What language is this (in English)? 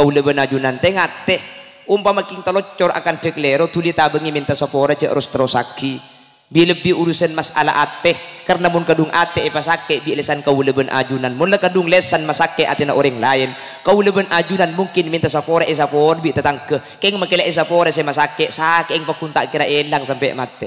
Madurese